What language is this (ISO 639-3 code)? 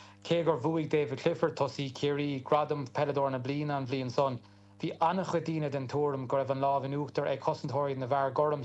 gle